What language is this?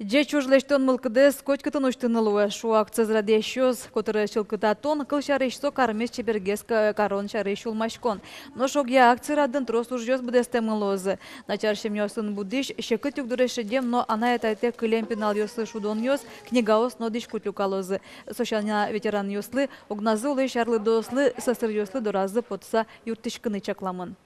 Udmurt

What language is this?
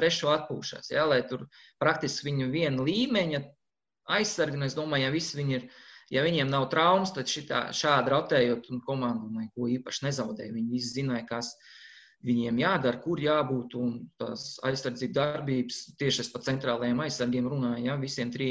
Latvian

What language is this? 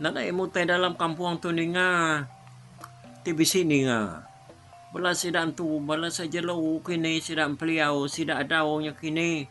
Iban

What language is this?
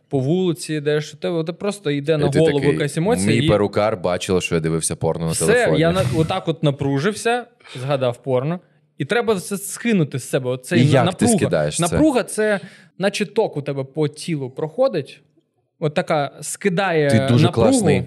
Ukrainian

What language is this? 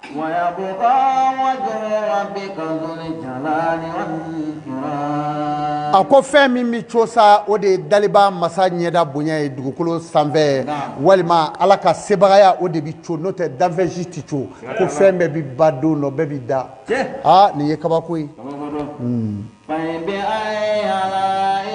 Bambara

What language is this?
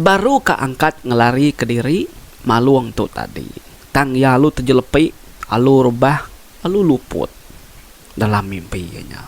Iban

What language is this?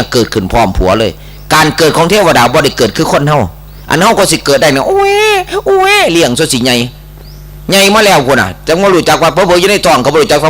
Northeastern Thai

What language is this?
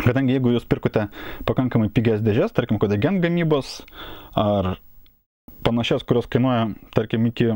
Lithuanian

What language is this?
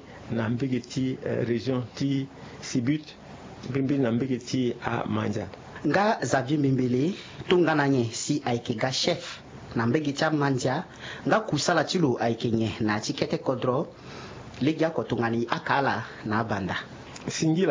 Sango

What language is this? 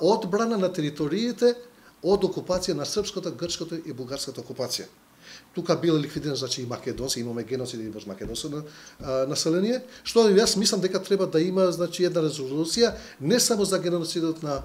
Macedonian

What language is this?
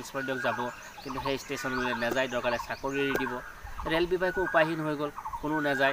Assamese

